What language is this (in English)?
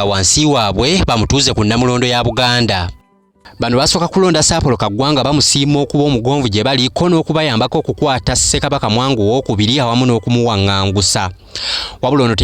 Ganda